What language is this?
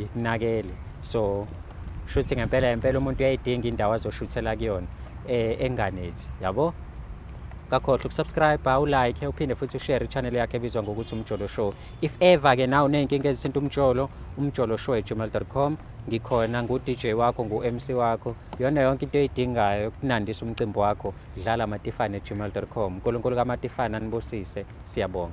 Zulu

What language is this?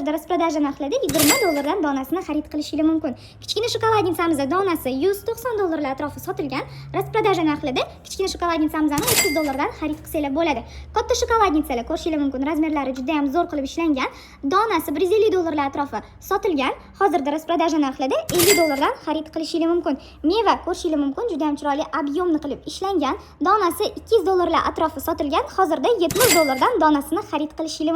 Uzbek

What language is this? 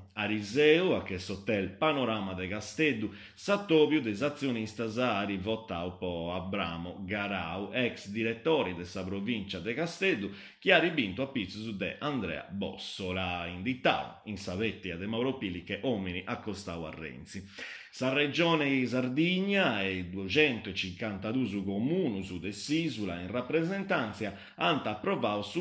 Sardinian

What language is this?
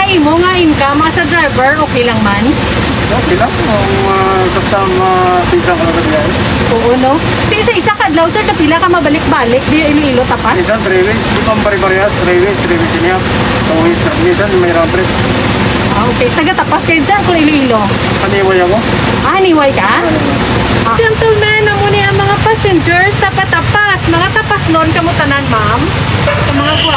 Hiligaynon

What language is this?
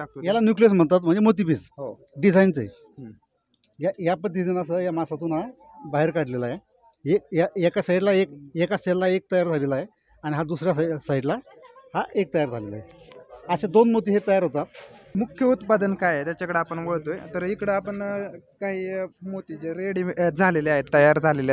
Marathi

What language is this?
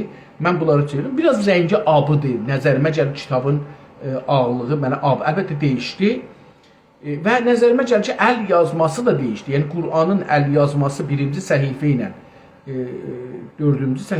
South Azerbaijani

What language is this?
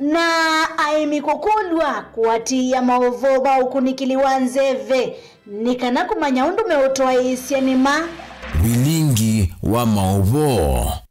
Kamba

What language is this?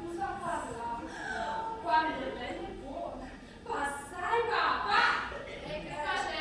Neapolitan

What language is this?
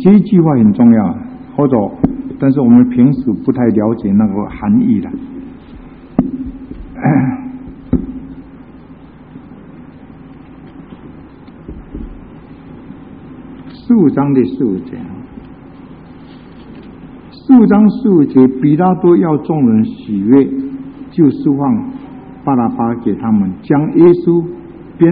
Chinese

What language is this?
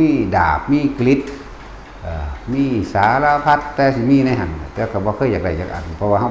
Northeastern Thai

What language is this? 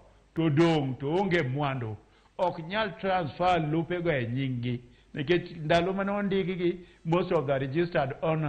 Luo (Kenya and Tanzania)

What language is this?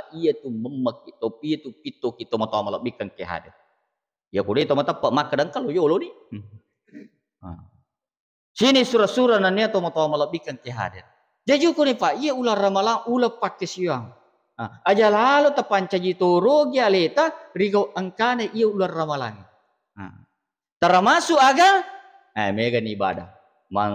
Buginese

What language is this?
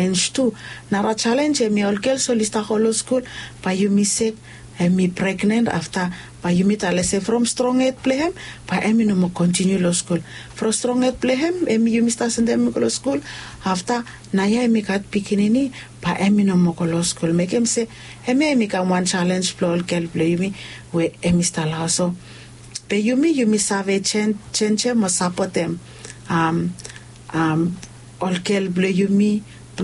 Bislama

